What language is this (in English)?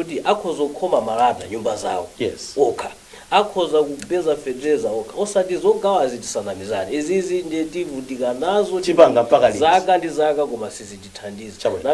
Nyanja